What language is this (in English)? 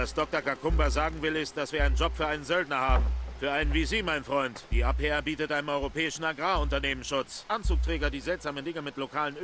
Bavarian